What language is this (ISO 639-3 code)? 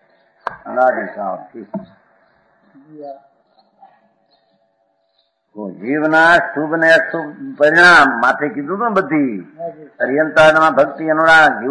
guj